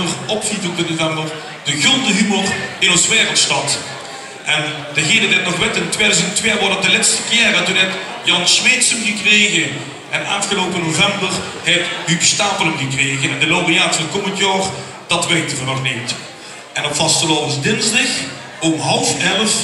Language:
Limburgish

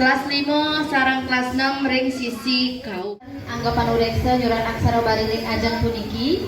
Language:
Balinese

